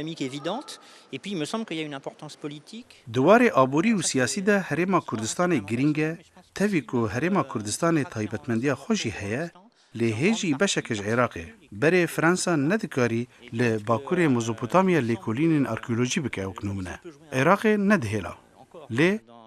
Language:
Kurdish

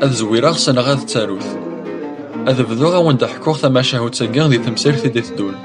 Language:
Kabyle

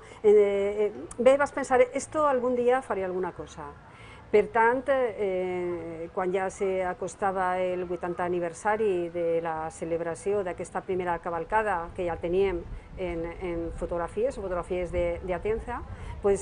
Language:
Catalan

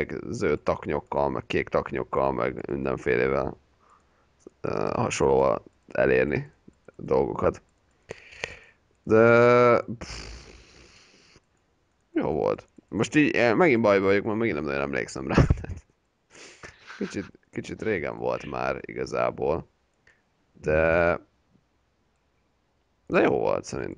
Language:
Hungarian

